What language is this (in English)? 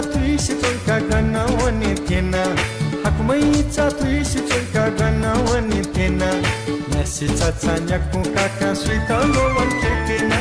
Newari